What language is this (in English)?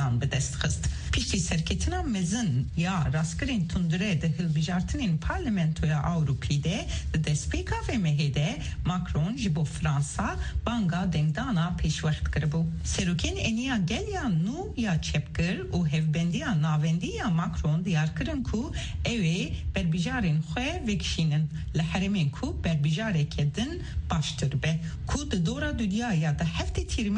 Kurdish